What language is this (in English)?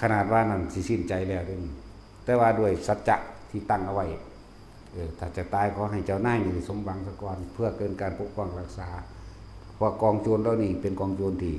Northeastern Thai